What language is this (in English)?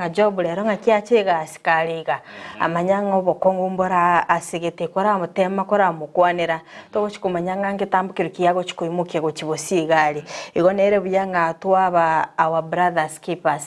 Gusii